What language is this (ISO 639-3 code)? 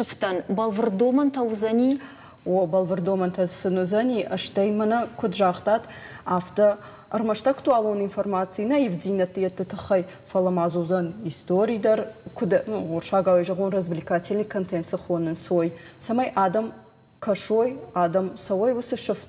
oss